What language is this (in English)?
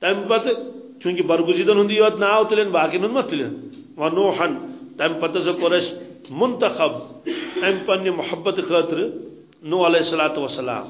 Kashmiri